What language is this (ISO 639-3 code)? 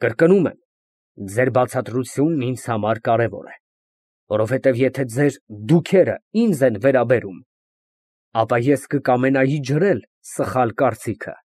hye